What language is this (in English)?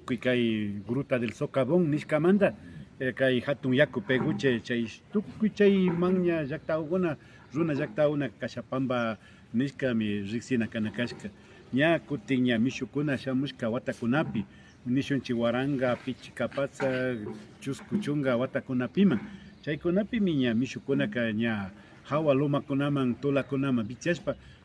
Imbabura Highland Quichua